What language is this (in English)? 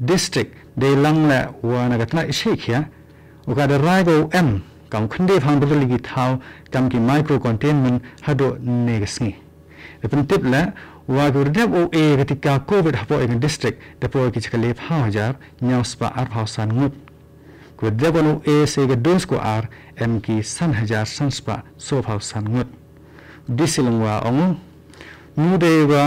Khasi